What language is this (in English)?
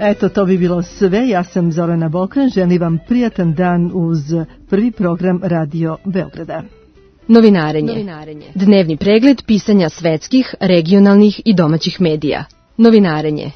Serbian